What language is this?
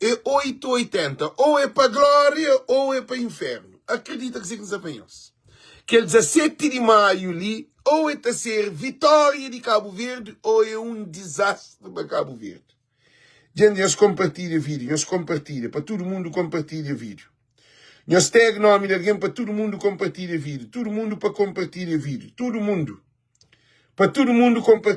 Kabuverdianu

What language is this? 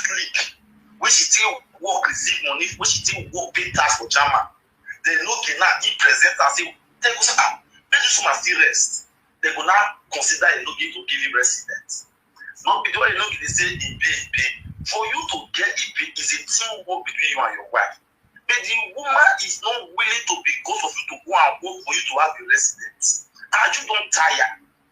Nigerian Pidgin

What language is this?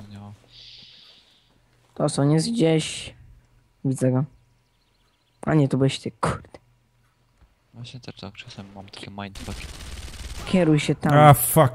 Polish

